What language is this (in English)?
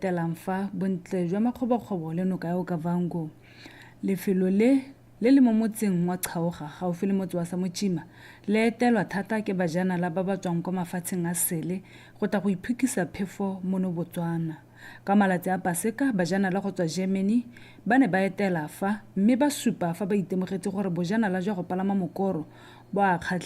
Tswana